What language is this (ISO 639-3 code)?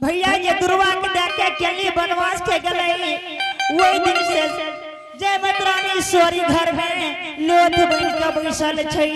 anp